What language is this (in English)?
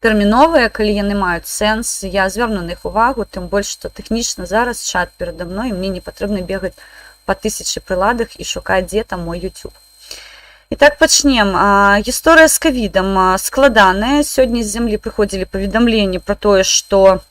Belarusian